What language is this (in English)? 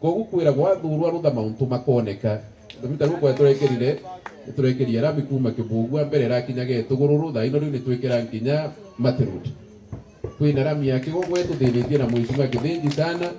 Meru